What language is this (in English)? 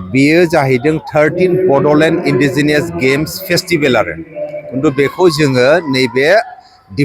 Bodo